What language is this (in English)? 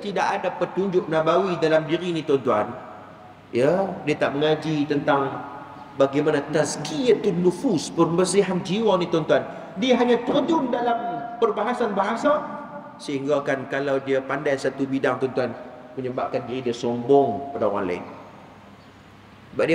Malay